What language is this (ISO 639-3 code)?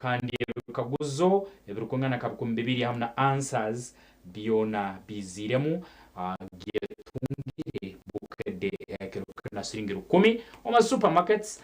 nyn